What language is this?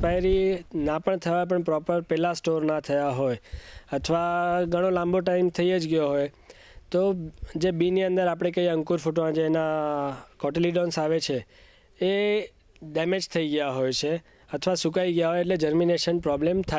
Gujarati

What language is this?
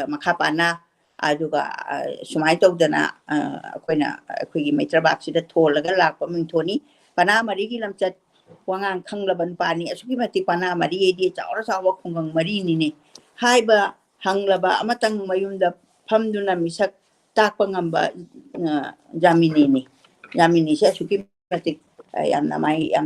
Manipuri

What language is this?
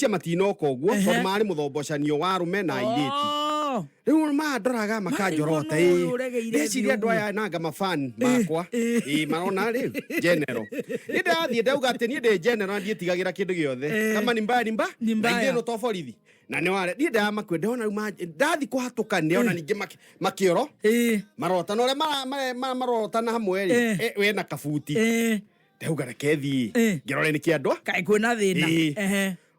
Kikuyu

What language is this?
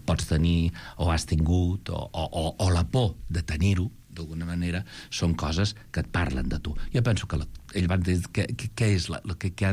Catalan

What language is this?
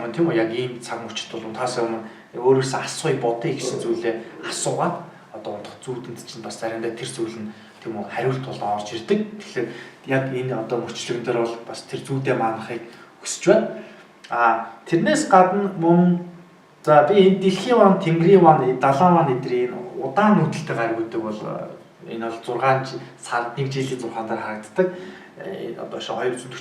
Mongolian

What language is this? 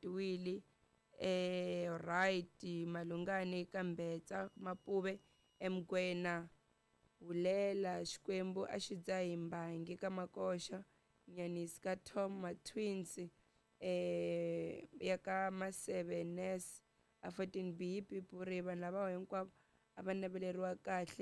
Tsonga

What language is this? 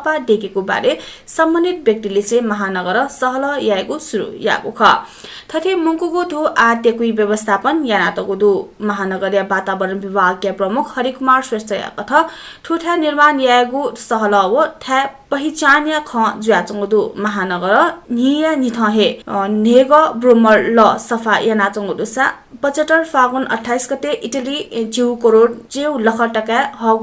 Newari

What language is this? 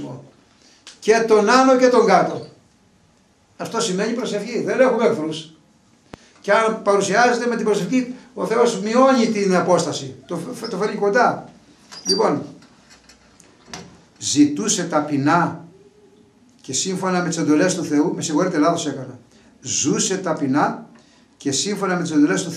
Greek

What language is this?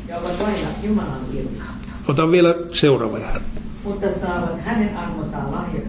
Finnish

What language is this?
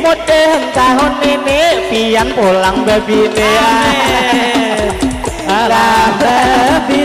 Banjar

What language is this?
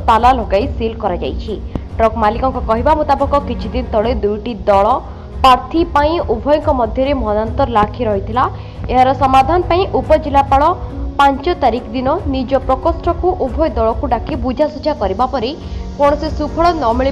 Odia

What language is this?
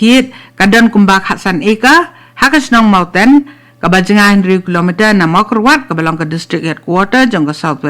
Khasi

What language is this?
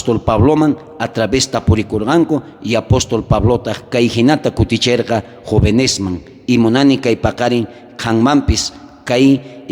South Bolivian Quechua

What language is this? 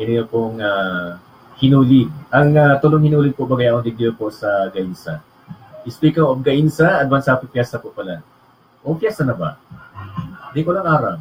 Bikol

